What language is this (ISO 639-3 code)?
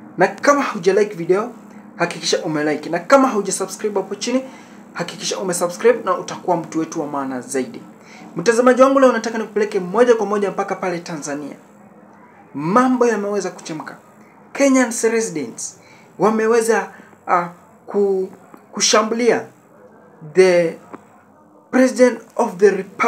swa